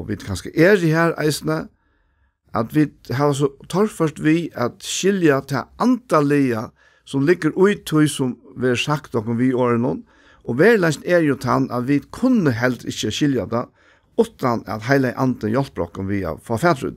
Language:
Faroese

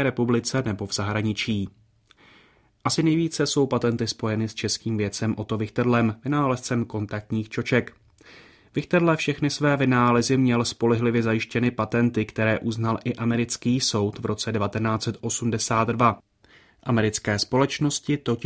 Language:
Czech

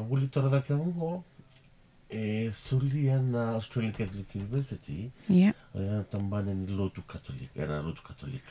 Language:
Fijian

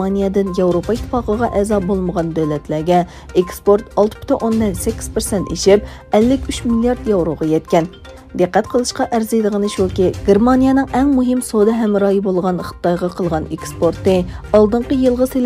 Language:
Uyghur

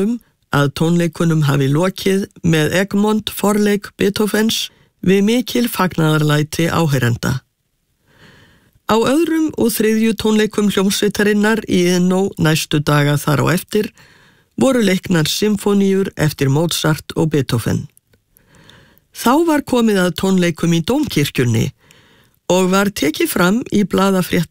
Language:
Icelandic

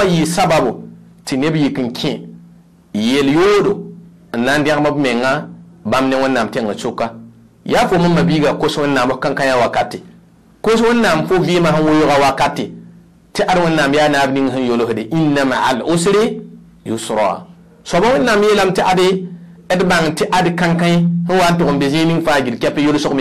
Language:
Mossi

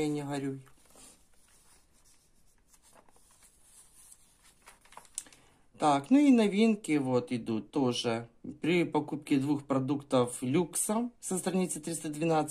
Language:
Russian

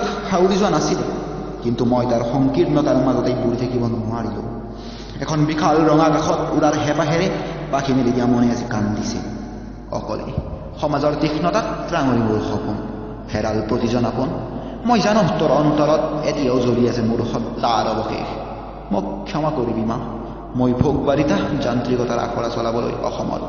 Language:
Assamese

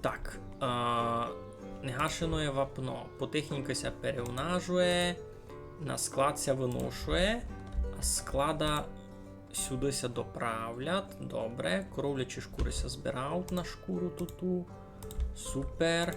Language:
Rusyn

